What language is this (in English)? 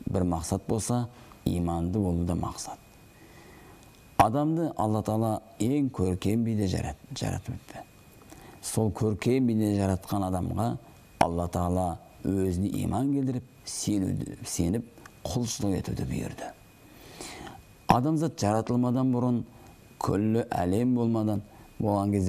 Kazakh